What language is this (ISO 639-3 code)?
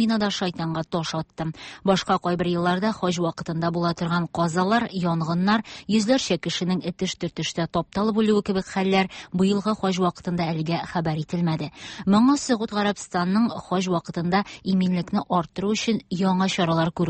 tat